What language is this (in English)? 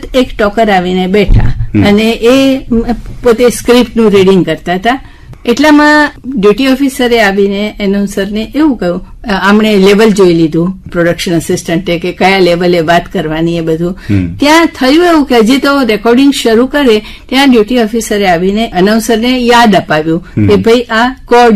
Gujarati